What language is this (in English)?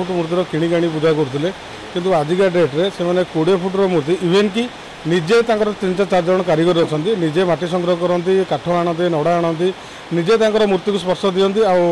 Odia